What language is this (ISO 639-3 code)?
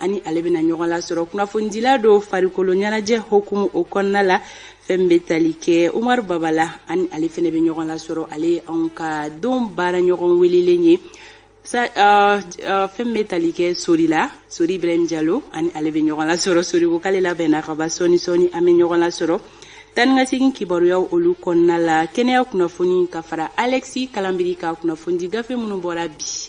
bam